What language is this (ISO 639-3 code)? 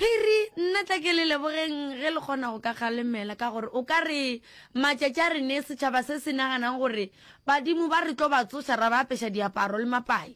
nso